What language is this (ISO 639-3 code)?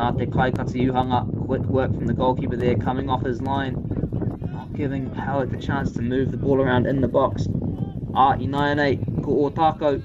mri